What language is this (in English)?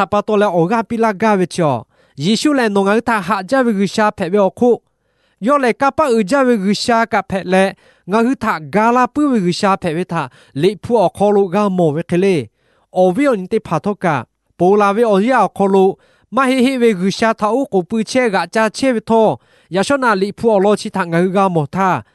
Lahu